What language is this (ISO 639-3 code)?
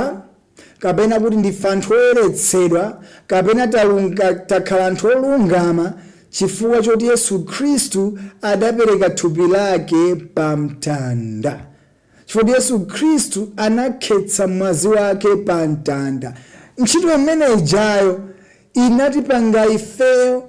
nya